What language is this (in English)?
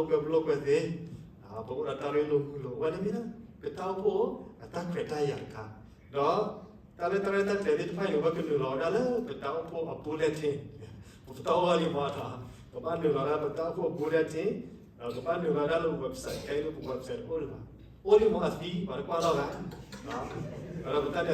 S'gaw Karen